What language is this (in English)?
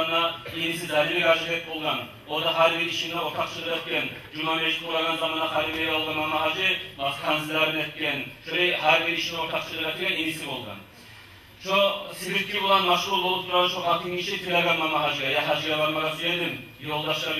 Kumyk